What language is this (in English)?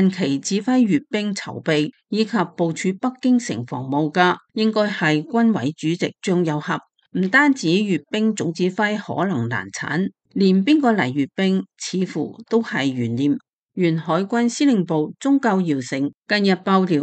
Cantonese